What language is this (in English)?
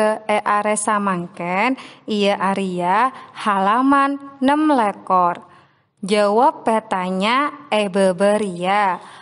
Madurese